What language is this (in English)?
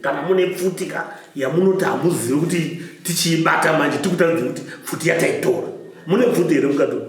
Shona